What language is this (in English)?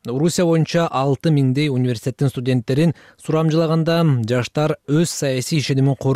Kyrgyz